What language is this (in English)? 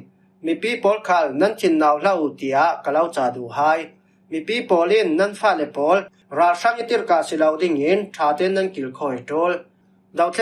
Falam Chin